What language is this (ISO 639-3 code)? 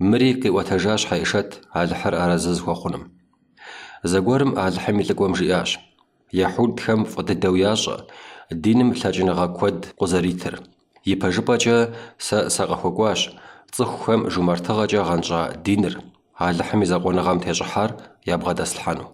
kbd